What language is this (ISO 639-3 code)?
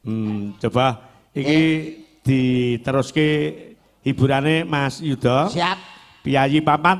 jav